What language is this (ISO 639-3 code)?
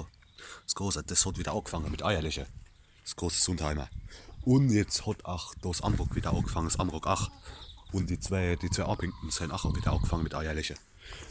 pfl